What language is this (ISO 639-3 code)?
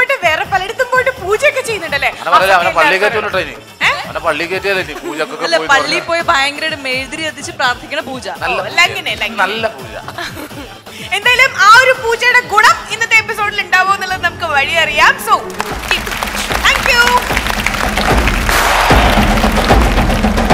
mal